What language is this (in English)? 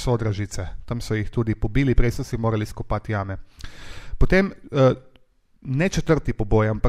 Slovenian